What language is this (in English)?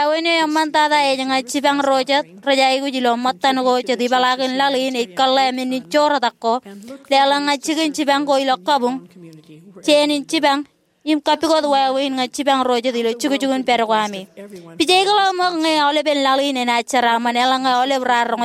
Marshallese